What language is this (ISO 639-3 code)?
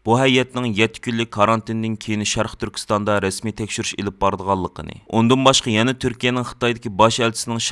uig